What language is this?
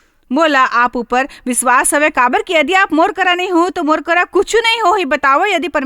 Chhattisgarhi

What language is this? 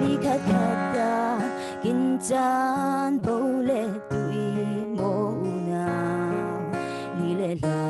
Falam Chin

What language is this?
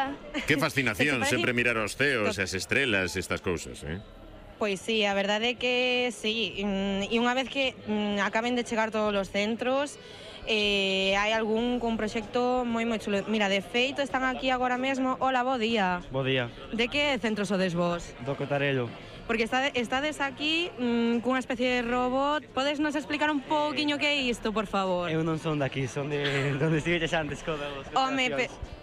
Galician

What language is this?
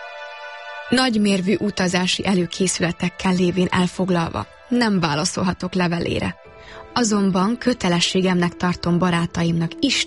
Hungarian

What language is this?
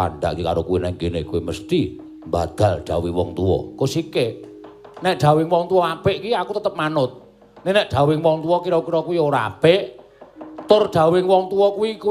Javanese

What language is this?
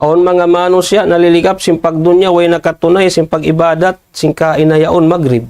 Tausug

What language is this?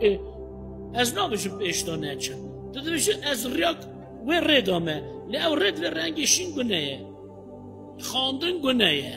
Kurdish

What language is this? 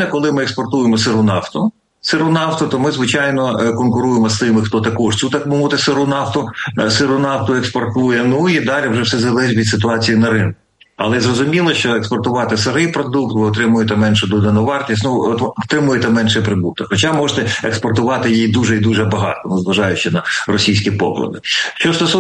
Ukrainian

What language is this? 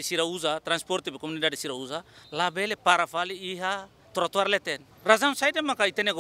Tetum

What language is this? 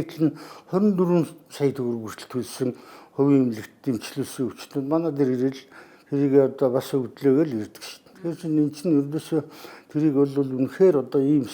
Mongolian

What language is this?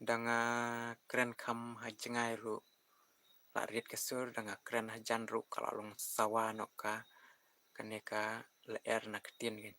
Khasi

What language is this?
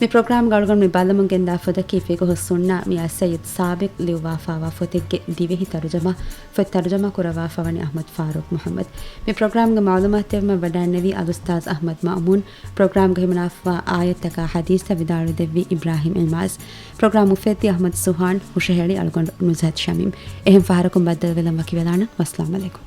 Divehi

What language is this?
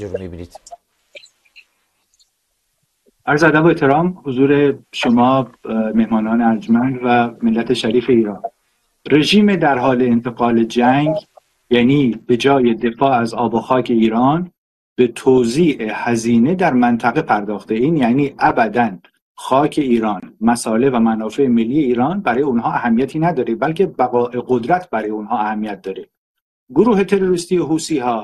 Persian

